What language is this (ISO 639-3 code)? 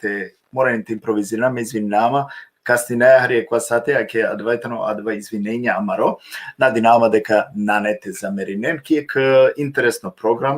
rmn